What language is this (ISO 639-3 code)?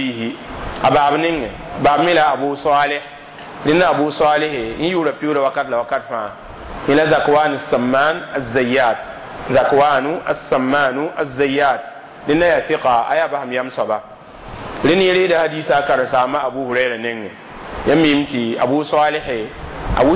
mos